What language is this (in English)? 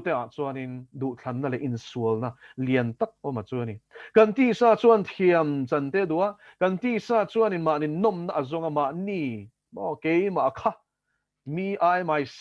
Mizo